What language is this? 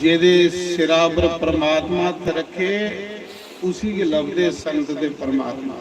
Dogri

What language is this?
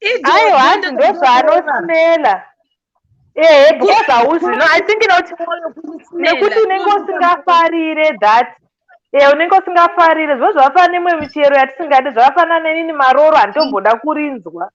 Shona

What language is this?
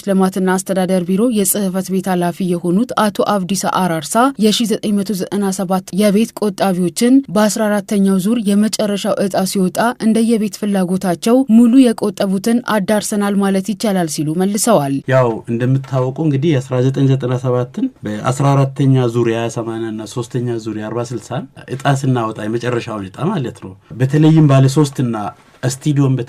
Amharic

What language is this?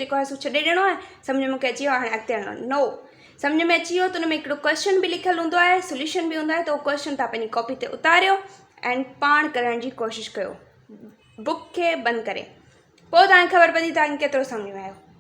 Sindhi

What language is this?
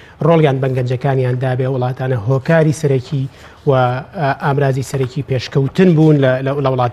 Central Kurdish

